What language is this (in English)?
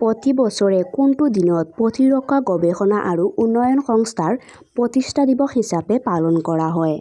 Assamese